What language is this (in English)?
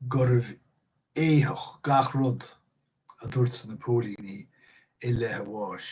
Irish